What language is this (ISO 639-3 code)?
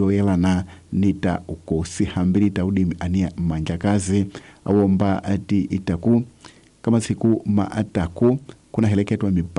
tso